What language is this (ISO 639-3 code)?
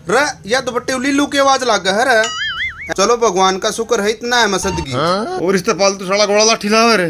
bgc